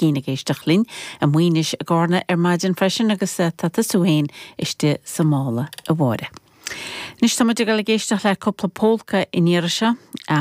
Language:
Irish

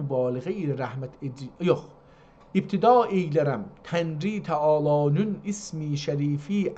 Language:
South Azerbaijani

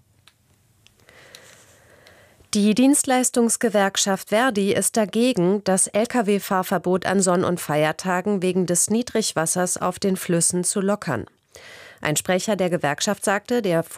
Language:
German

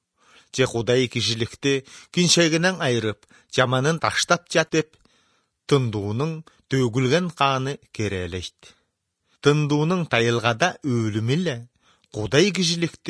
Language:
Kyrgyz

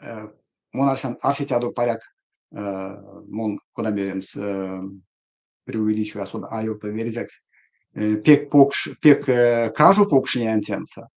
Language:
Erzya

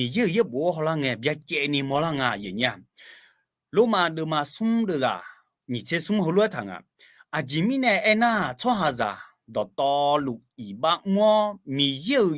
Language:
Akha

